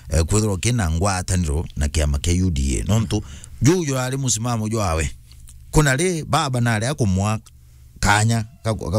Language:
Meru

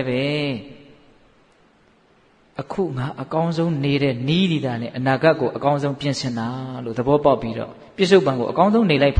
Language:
Burmese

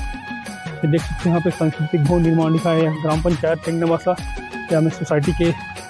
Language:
Chhattisgarhi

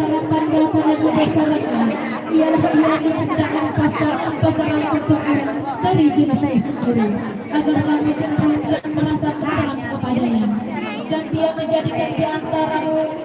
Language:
Banjar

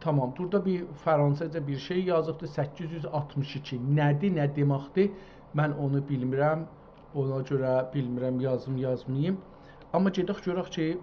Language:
South Azerbaijani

